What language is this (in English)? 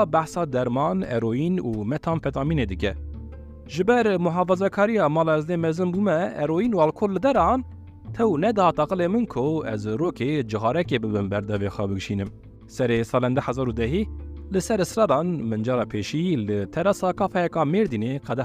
Kurdish